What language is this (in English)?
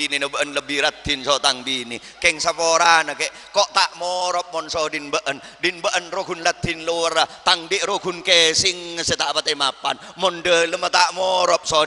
Madurese